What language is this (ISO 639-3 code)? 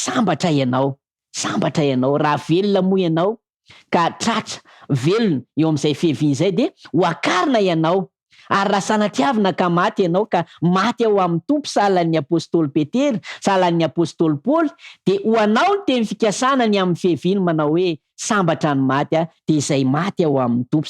mlg